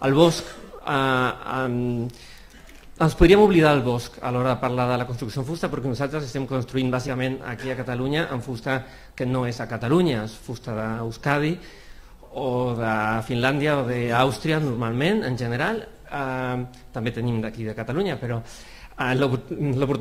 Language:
Catalan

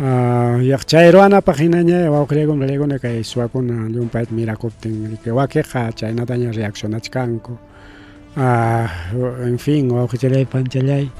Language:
Ayacucho Quechua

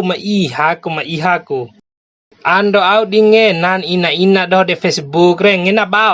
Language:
Bima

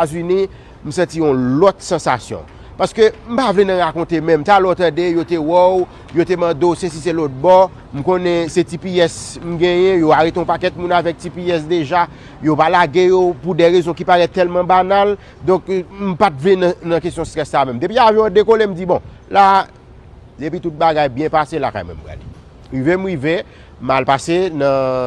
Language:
Haitian Creole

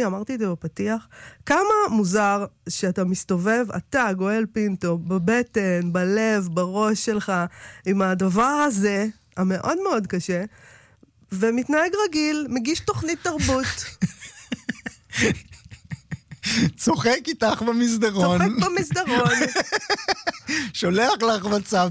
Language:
Hebrew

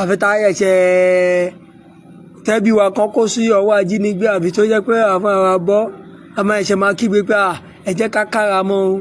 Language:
Yoruba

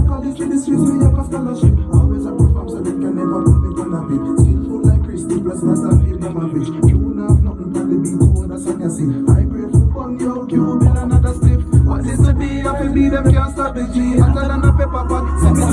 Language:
Jamaican Creole English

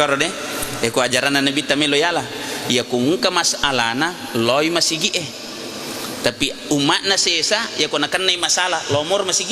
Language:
Buginese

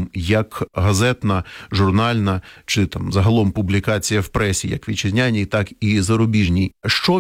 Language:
Ukrainian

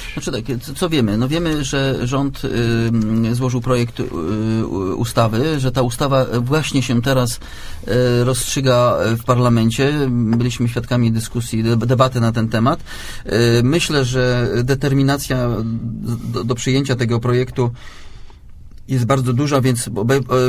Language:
Polish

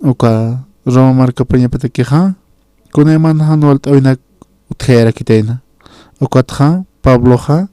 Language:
Aymara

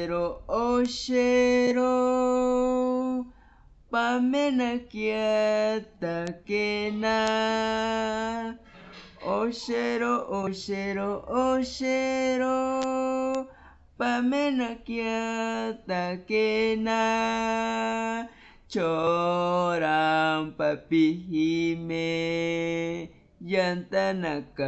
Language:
Asháninka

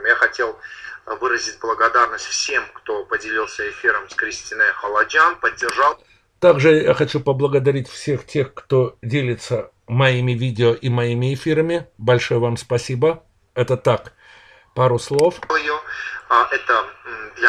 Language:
Russian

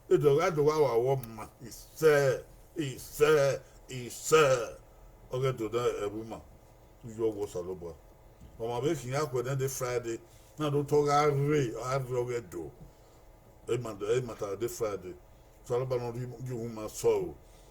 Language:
Bini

